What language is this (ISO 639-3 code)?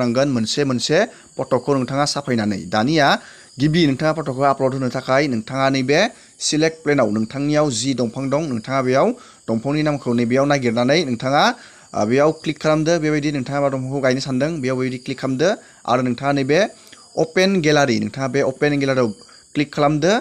brx